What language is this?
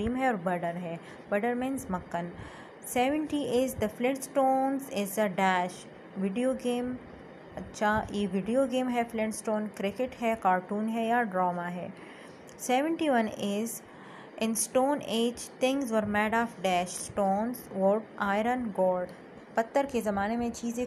Hindi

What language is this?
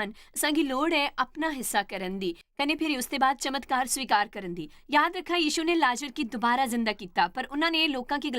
Dogri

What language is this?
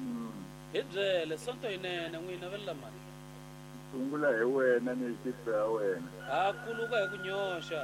Tsonga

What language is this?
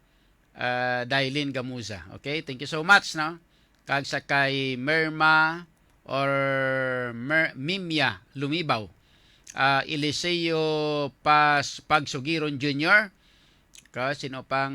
Hiligaynon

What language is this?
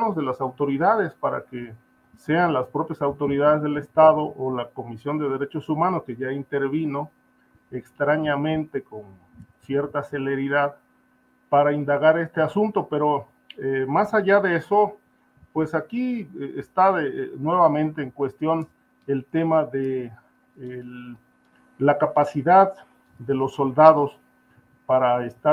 Spanish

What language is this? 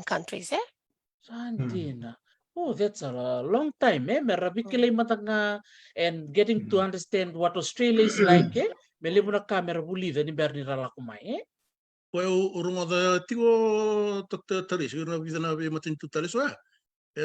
Fijian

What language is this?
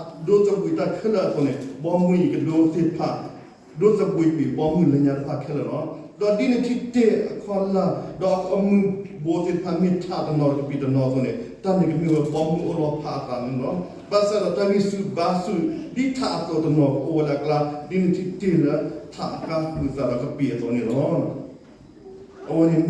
S'gaw Karen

